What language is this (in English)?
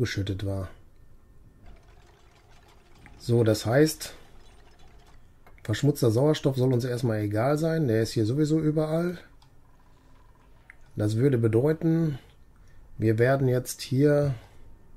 German